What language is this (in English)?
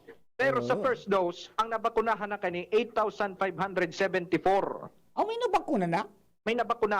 Bikol